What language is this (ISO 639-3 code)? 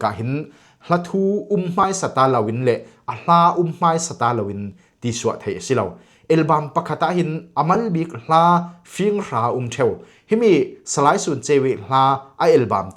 cfm